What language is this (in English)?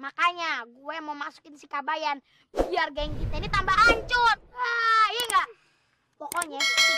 Betawi